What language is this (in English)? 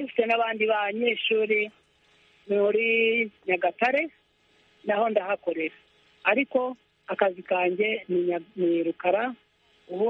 Kinyarwanda